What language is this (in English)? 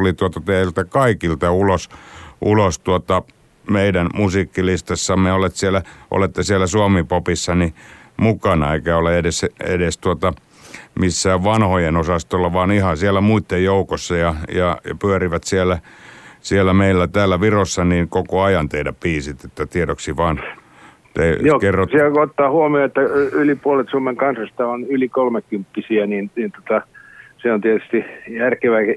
Finnish